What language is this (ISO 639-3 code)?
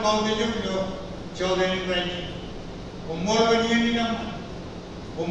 mah